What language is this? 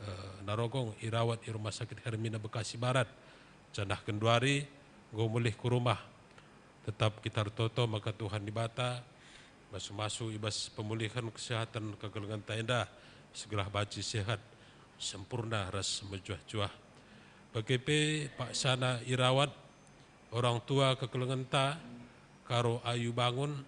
Batak Karo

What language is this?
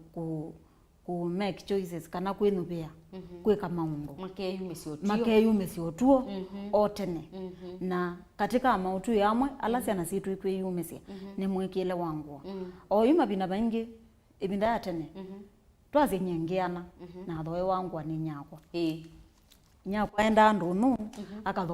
Kamba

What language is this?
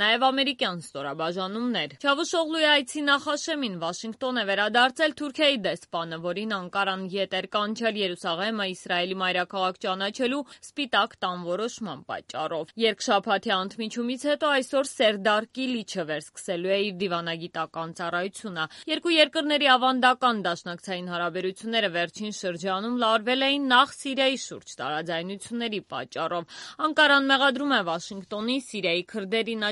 Armenian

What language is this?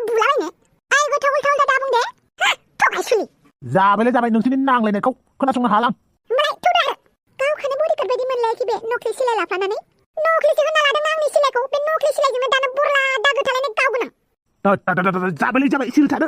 Bodo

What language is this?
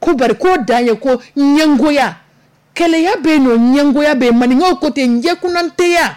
Dyula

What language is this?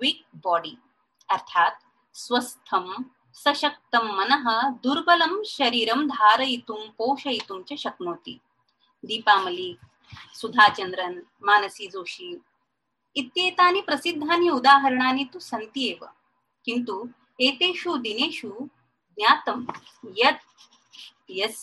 Sanskrit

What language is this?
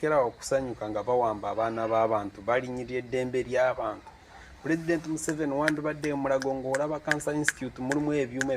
Ganda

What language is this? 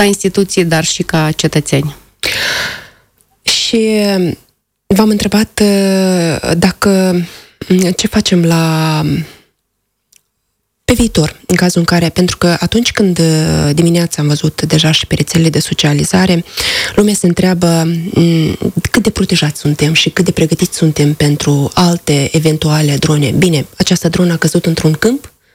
Romanian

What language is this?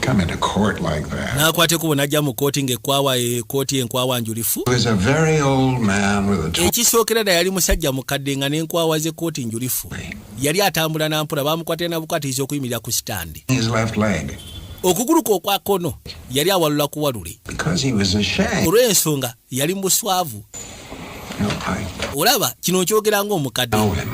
Ganda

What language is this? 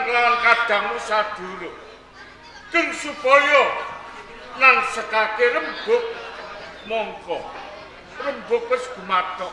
Javanese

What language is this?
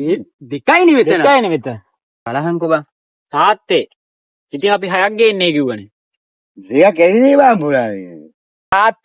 Sinhala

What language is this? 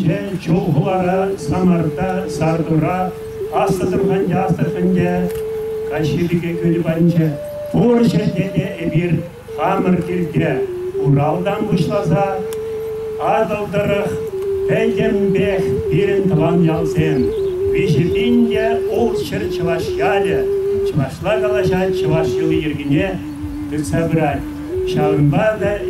Chuvash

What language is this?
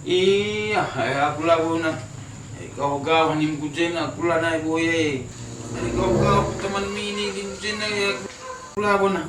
Batak Karo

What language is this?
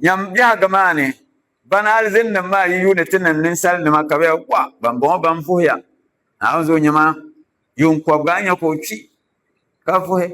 Dagbani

